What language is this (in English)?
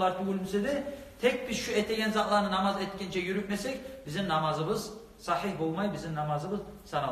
Kumyk